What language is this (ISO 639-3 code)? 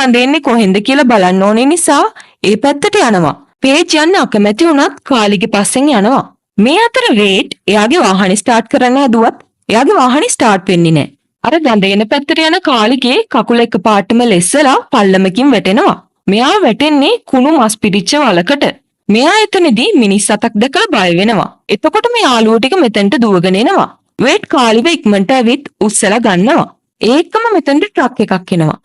sin